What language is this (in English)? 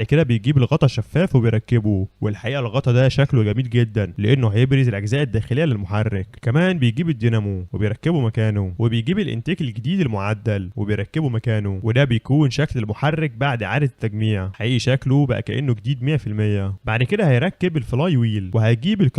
Egyptian Arabic